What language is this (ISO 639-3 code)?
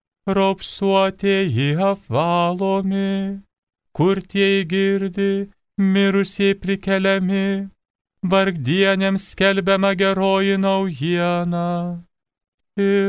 lit